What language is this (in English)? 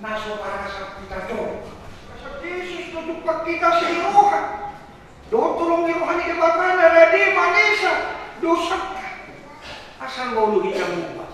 Batak Toba